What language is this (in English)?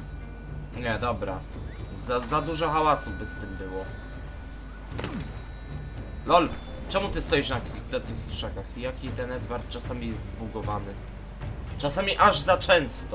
Polish